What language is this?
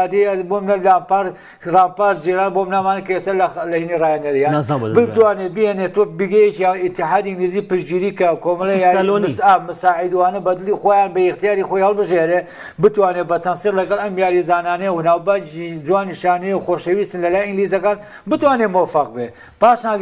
Central Kurdish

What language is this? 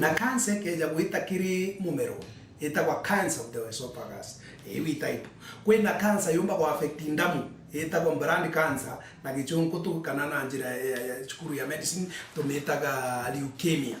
Meru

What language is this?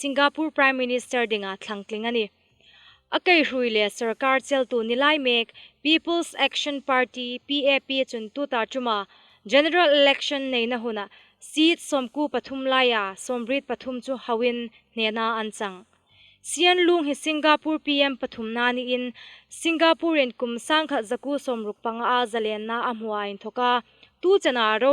Hmar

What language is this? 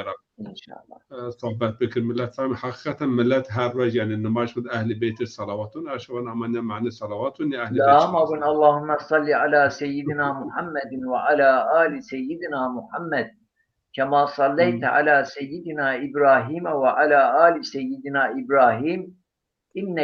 Zaza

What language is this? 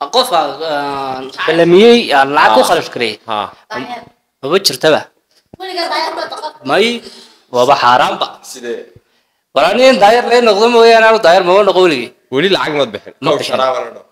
Somali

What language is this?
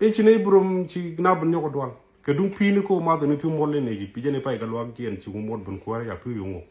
Nuer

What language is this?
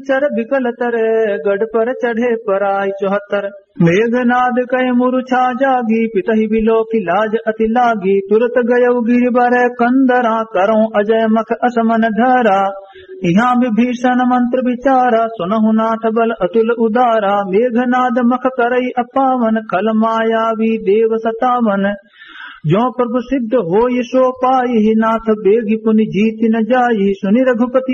Awadhi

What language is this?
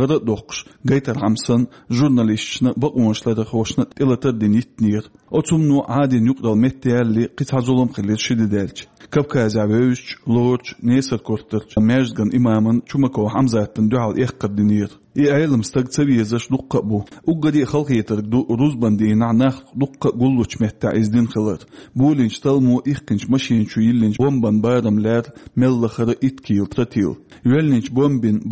Chechen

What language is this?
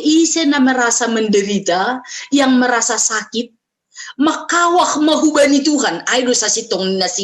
Batak Simalungun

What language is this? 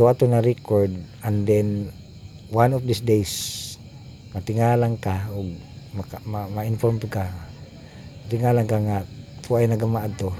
Cebuano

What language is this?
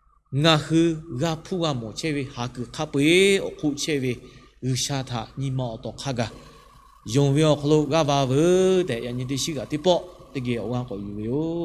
Lahu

